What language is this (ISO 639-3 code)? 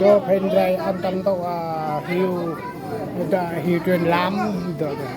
cmo